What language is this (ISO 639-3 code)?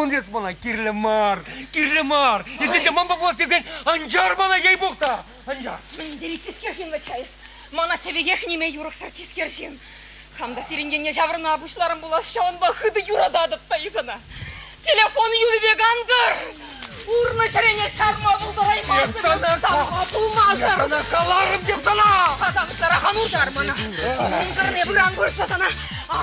chv